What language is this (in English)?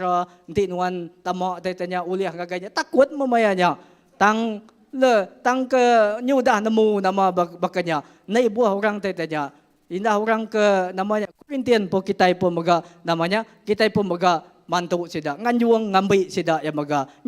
Iban